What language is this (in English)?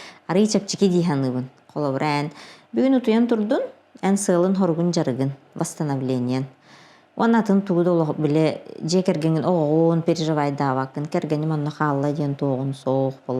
Yakut